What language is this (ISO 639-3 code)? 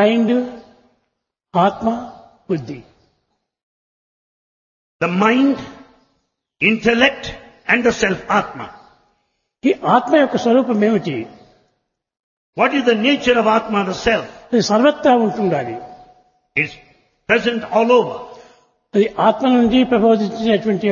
tel